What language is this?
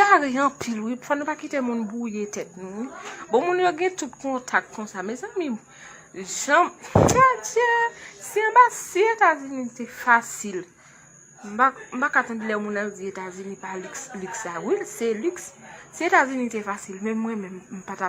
Haitian Creole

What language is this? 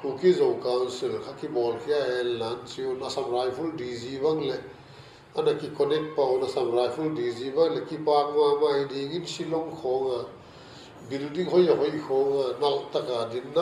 Paite Chin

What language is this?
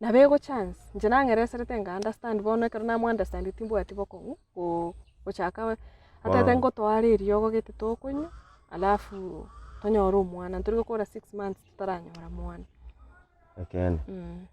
Gusii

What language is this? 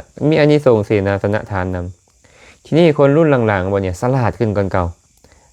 Lao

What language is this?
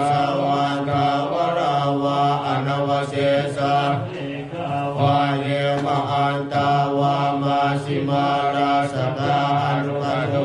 Pali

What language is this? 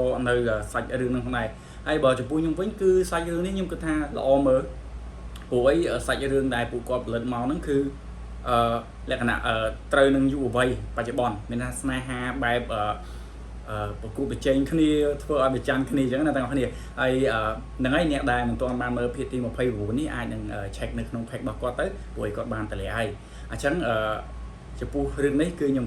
Khmer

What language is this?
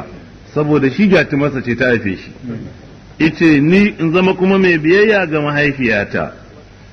Hausa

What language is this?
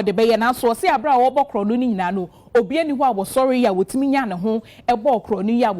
Akan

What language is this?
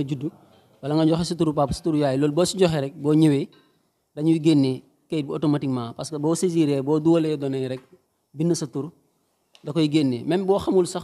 Wolof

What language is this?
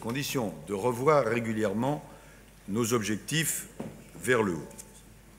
French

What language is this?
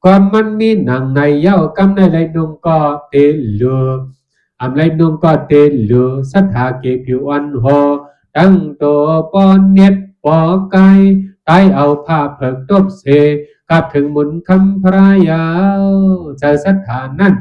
Shan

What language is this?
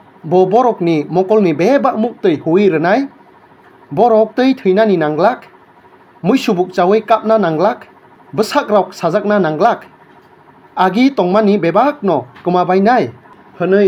Kok Borok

